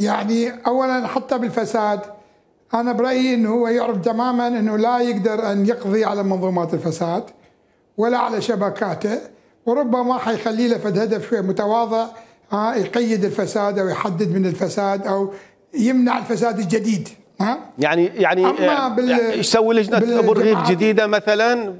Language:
Mesopotamian Arabic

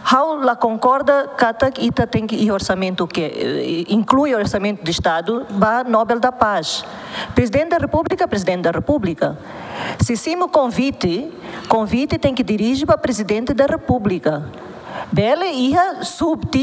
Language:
Tetum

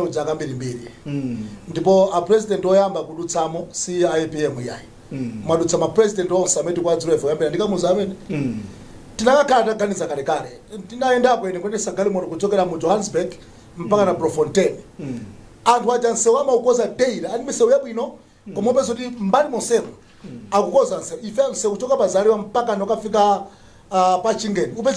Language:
Nyanja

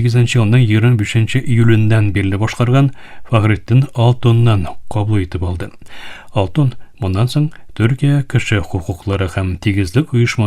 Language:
Tatar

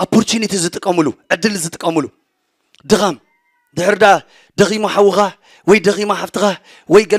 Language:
Tigrinya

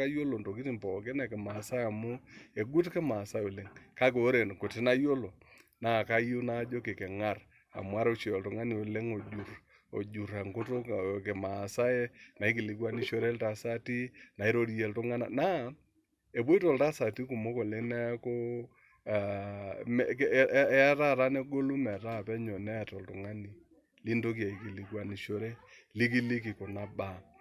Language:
Masai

